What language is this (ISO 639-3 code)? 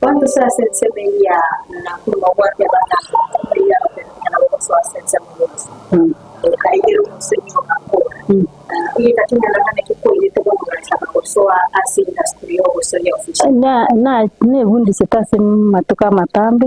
guz